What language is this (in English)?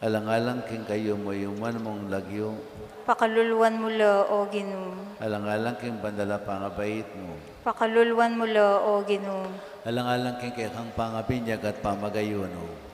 Pampanga